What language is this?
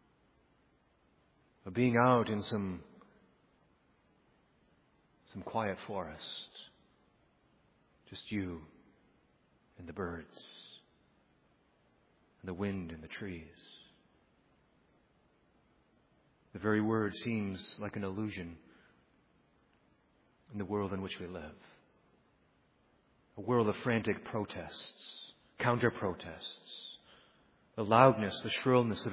English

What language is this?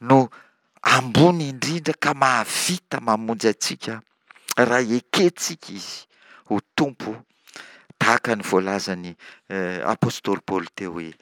Malagasy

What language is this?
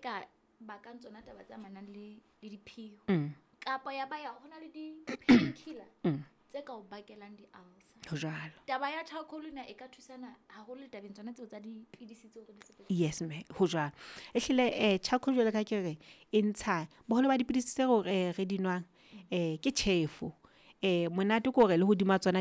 Southern Sotho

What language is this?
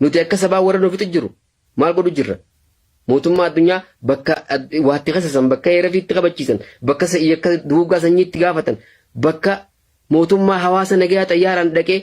Oromo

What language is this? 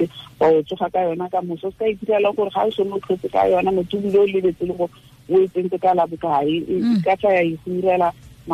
Tswana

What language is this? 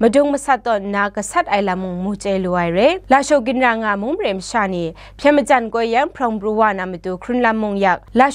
Kachin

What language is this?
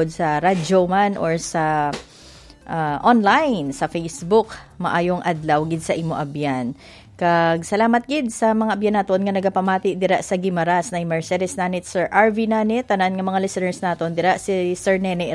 Hiligaynon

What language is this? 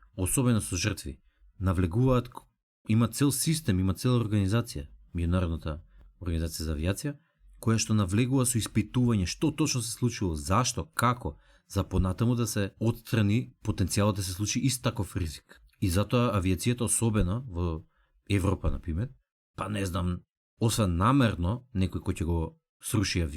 Macedonian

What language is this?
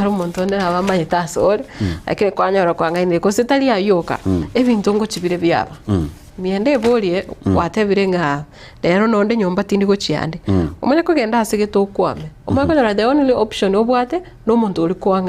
Gusii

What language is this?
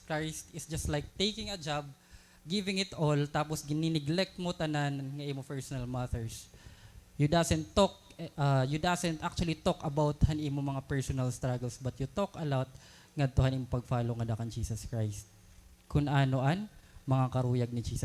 Waray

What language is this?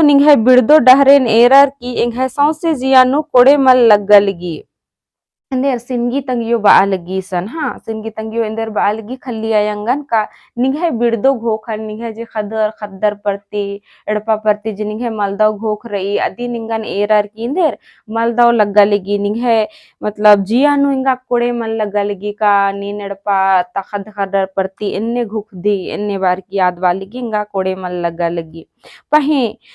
Kurukh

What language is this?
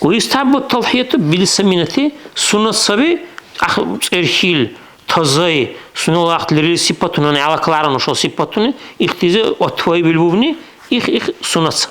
Dargwa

